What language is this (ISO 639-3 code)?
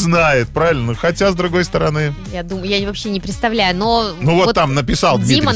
rus